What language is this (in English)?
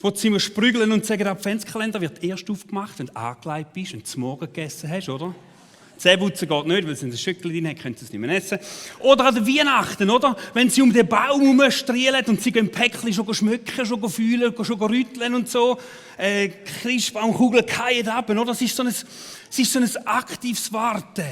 Swiss German